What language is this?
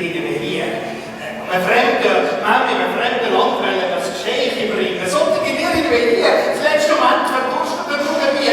Swiss German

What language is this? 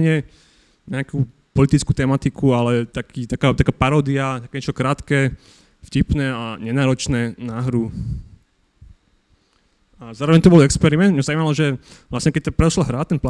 Slovak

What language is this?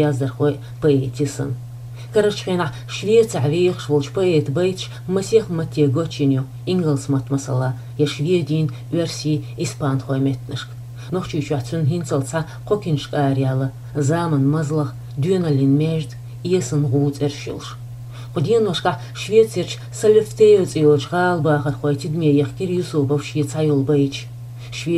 Chechen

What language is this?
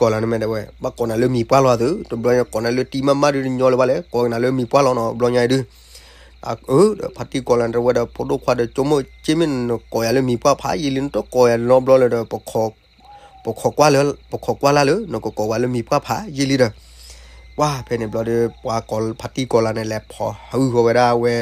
S'gaw Karen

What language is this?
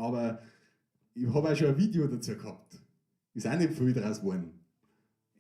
Bavarian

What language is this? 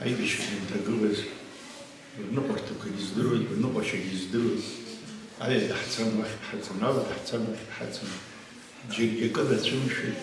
Abkhazian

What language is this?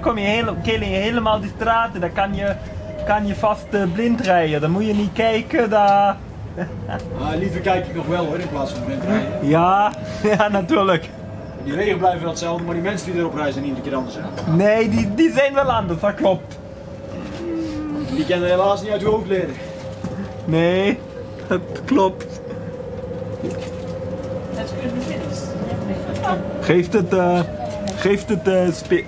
Dutch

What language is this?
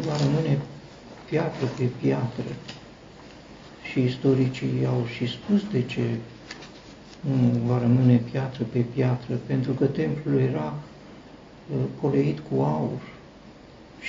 Romanian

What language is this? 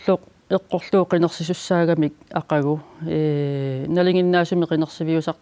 Kalaallisut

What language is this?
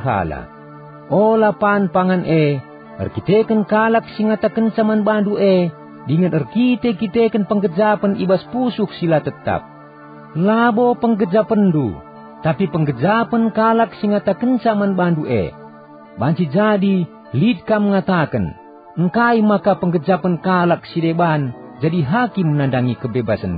Batak Karo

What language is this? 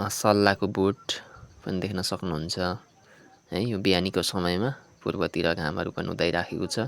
Nepali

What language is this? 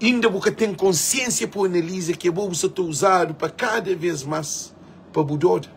Kabuverdianu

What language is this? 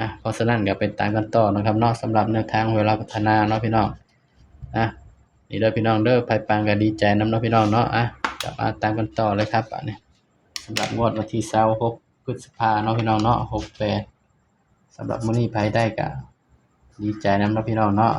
Northeastern Thai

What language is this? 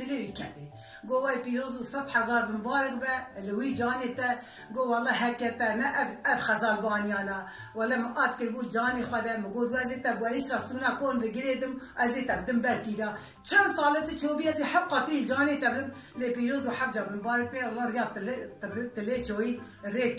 Kurdish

